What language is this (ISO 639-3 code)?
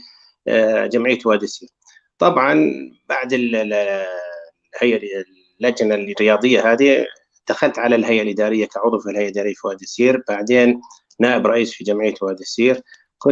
apc